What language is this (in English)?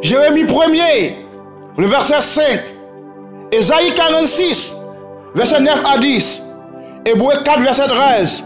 Haitian Creole